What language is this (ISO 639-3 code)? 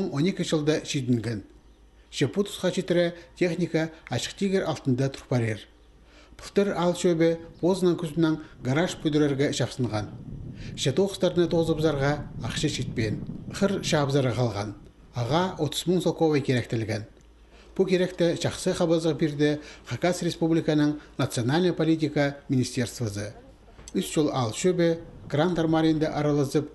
kjh